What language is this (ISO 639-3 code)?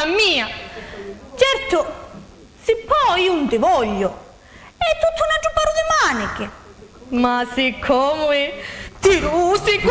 scn